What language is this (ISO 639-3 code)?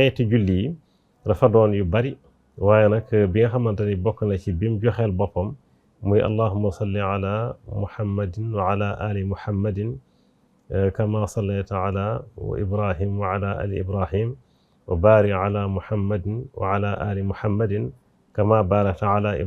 wol